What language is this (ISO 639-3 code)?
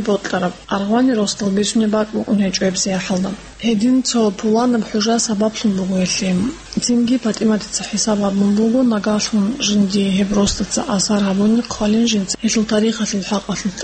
ava